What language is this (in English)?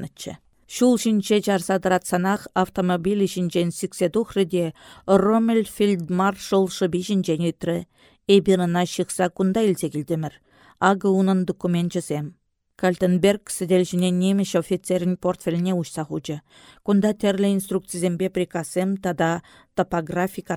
Chuvash